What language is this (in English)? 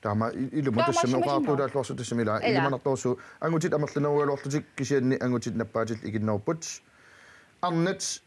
Kalaallisut